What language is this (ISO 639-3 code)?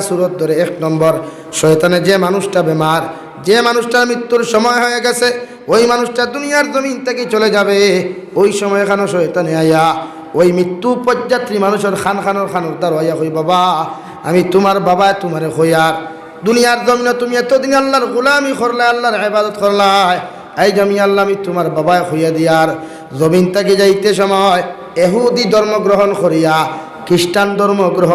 syl